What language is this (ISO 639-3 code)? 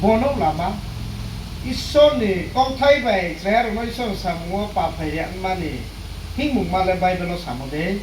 ria